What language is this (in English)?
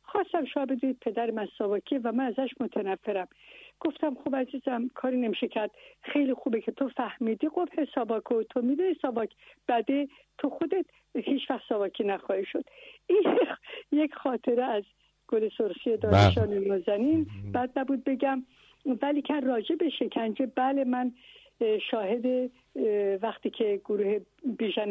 Persian